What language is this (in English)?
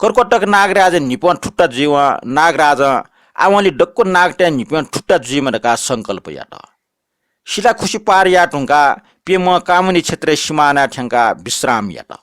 Newari